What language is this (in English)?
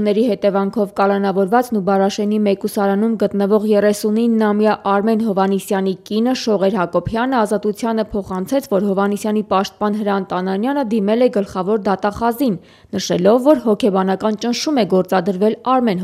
Armenian